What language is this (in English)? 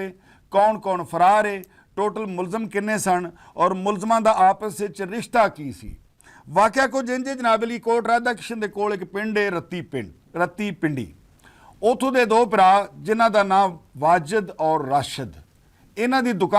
Western Panjabi